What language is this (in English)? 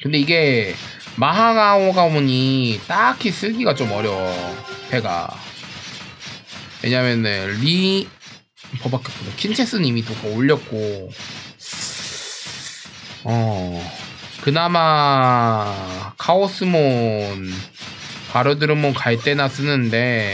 Korean